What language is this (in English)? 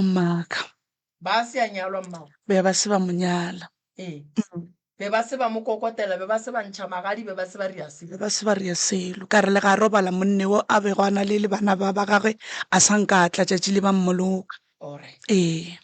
Northern Sotho